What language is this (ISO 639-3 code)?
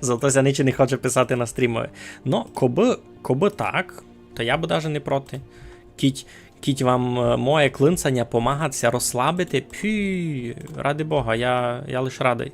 rue